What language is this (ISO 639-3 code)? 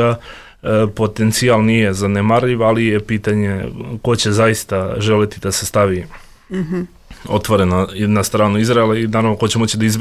srp